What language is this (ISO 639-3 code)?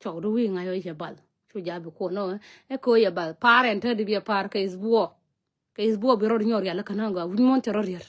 nus